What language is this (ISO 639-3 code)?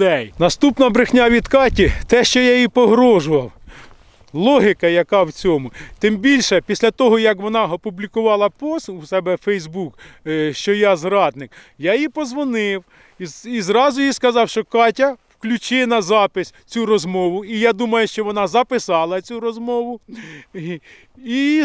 ukr